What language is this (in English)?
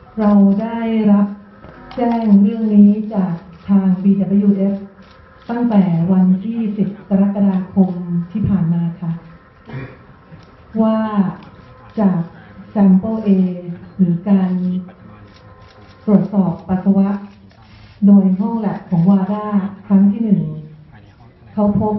Thai